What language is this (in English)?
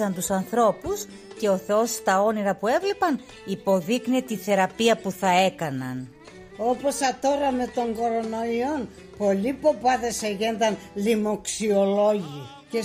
Pontic